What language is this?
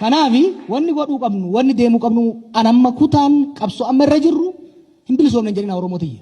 Oromo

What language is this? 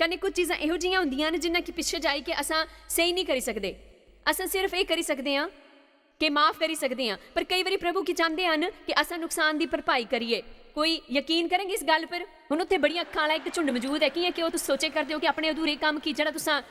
Dogri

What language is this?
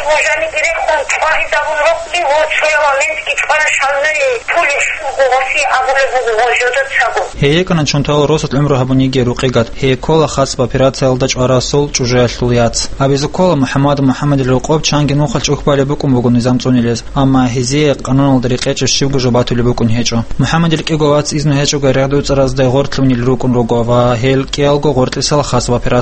Avaric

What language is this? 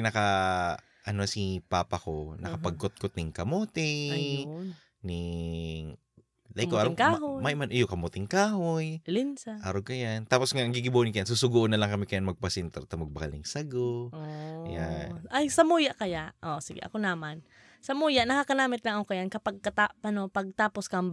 Bikol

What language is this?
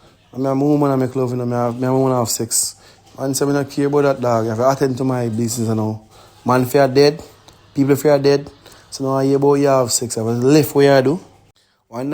Jamaican Creole English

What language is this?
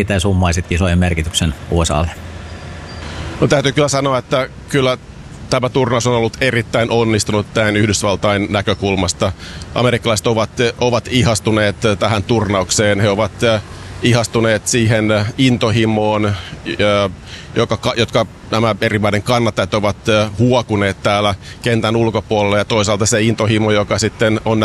Finnish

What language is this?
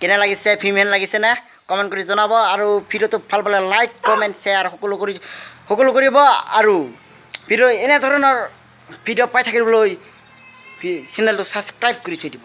Assamese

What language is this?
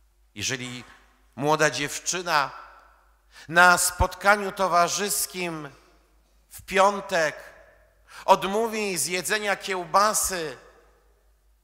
Polish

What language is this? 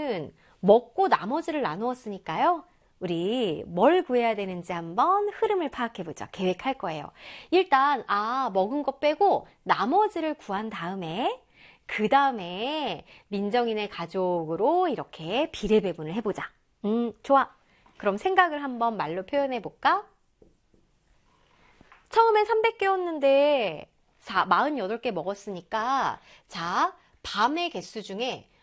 Korean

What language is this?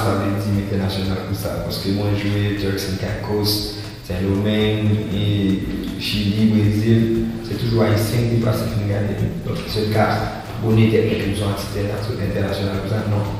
Haitian Creole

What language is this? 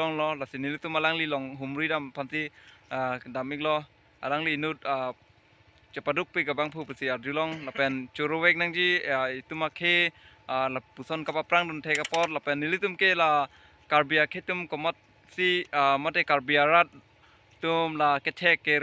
Karbi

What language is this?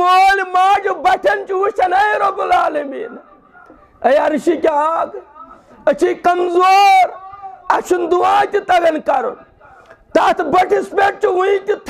Kashmiri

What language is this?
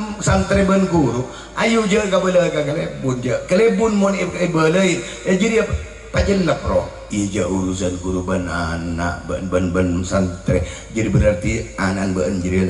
Madurese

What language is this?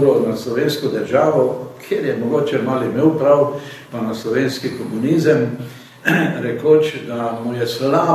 Slovenian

